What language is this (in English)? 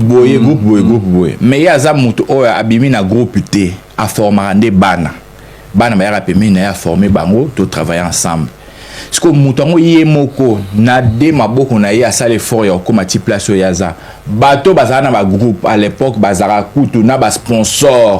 Lingala